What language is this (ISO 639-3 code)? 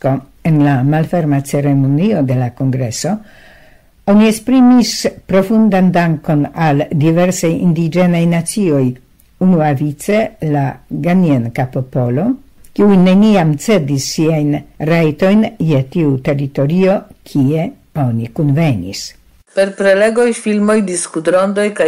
epo